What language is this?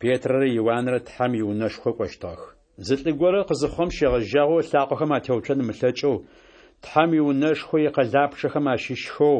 Adyghe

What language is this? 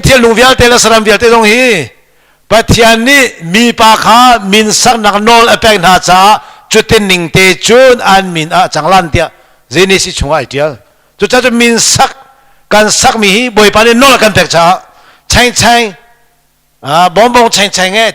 Hakha Chin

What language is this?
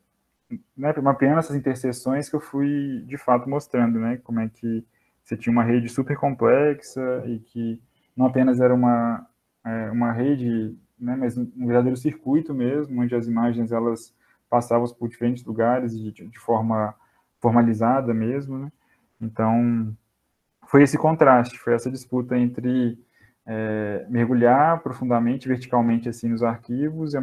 Portuguese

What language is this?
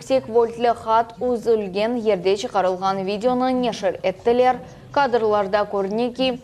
Crimean Tatar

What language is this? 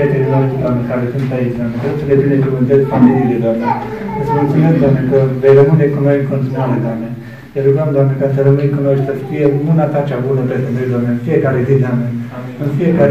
Romanian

